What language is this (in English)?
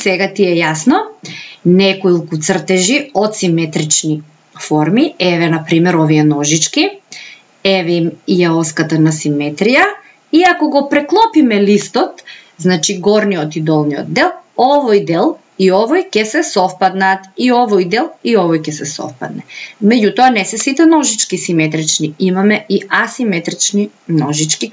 Macedonian